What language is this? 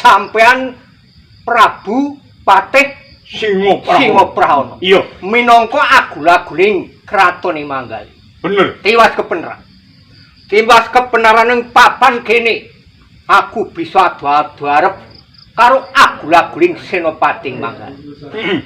Javanese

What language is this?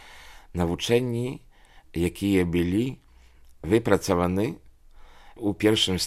Belarusian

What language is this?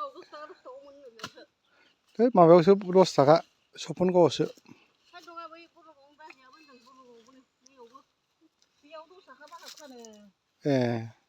Bodo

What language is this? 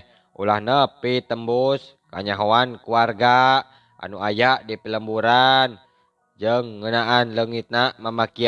Sundanese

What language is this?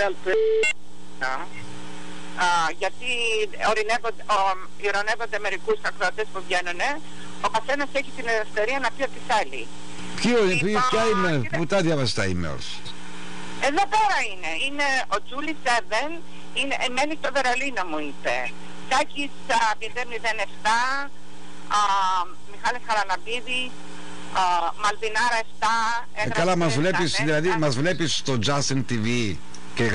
Greek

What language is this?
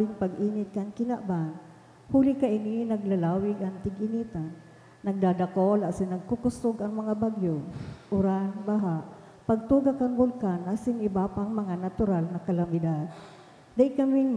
Bikol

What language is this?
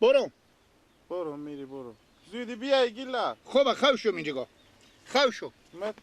Persian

